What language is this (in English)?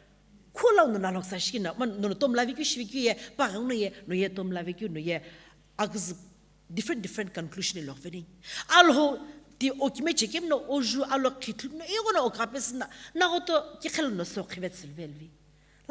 Sumi Naga